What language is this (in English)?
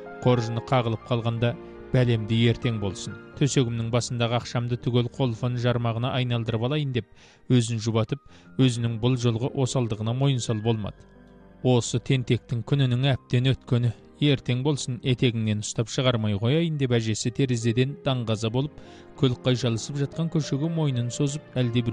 Kazakh